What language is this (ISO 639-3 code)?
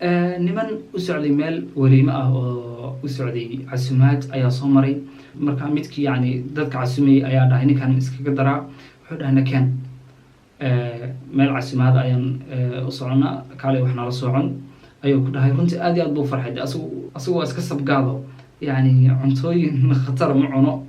som